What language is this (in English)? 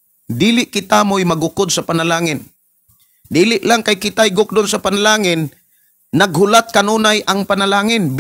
Cebuano